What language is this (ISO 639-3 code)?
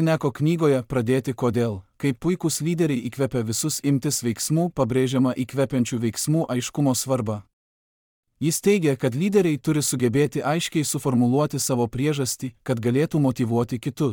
lit